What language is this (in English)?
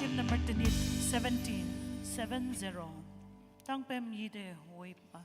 Konyak Naga